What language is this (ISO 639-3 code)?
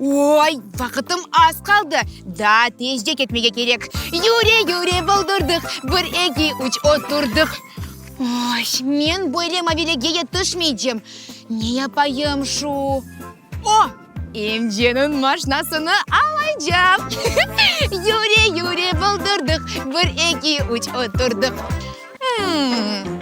crh